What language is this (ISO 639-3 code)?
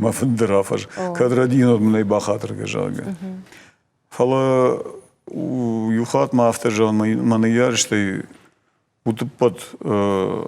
oss